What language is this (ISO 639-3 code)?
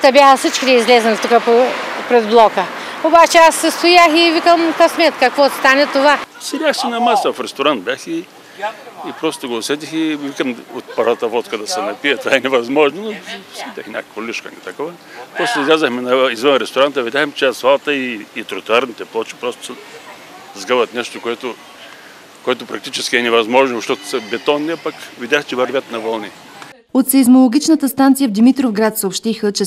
bul